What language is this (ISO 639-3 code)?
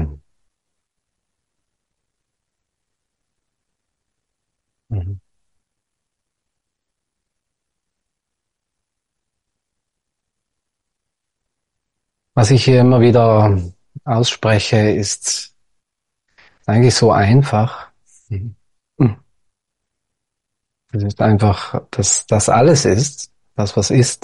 deu